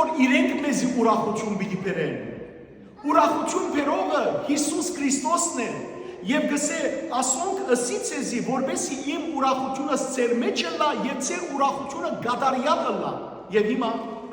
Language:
Western Armenian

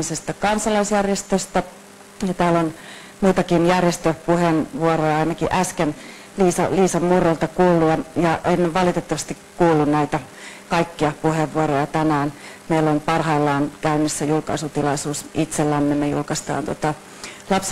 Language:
Finnish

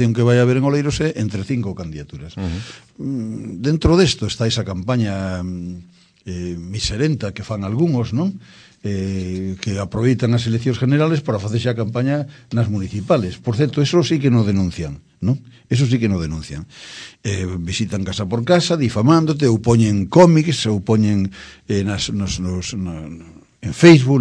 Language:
Galician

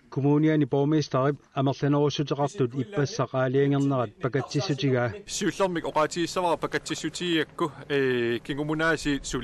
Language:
Kalaallisut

